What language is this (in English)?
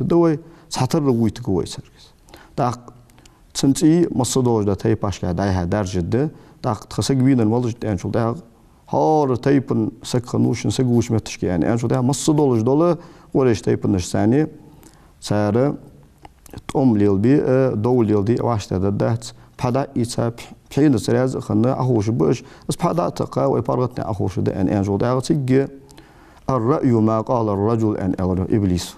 Ingush